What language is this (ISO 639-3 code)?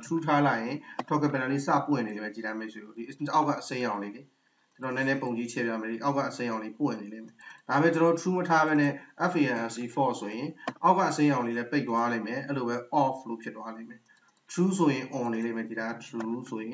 mya